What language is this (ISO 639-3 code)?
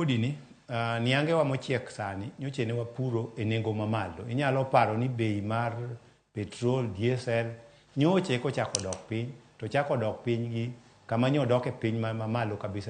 luo